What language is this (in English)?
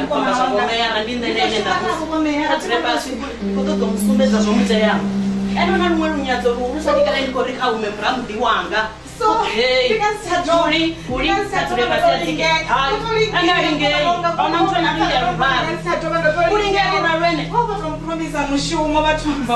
Venda